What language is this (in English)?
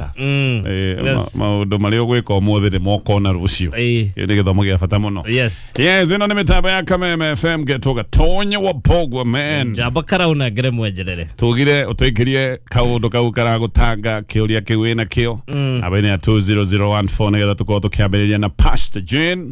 Kikuyu